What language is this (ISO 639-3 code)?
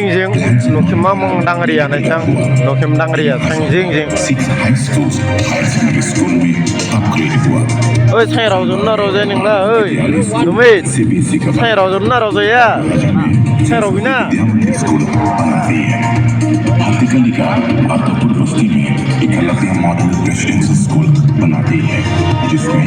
dis